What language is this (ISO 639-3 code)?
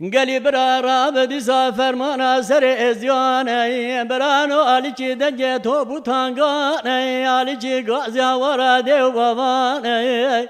kur